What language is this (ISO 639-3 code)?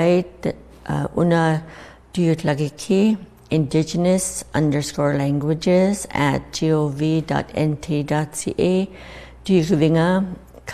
iku